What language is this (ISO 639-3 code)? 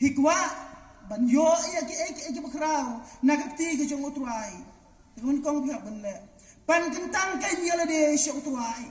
kha